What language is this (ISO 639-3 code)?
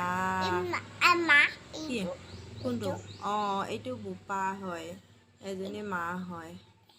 asm